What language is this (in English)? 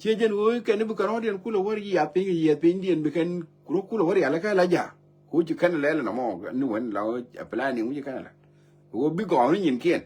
Nuer